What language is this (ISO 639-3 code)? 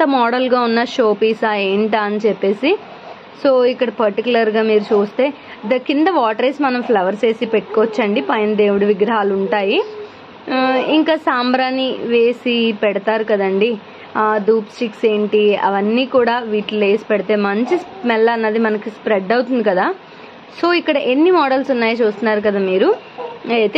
tel